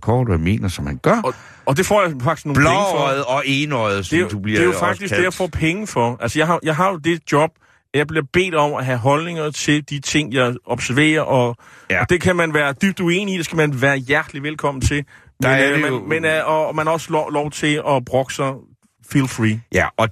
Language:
Danish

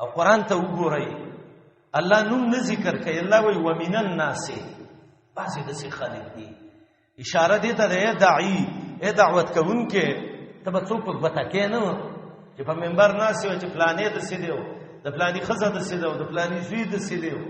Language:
Pashto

